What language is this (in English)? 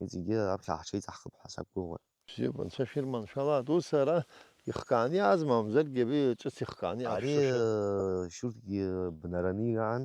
Abkhazian